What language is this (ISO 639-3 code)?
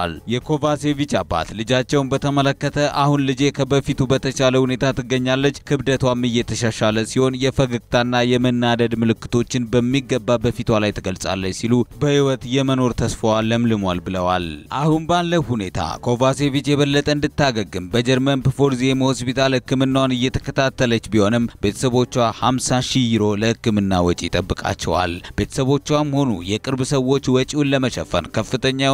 amh